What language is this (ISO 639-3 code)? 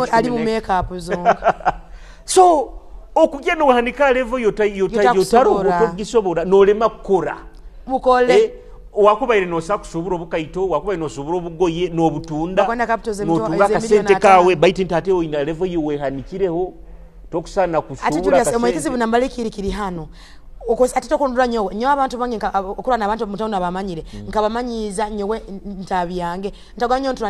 ttj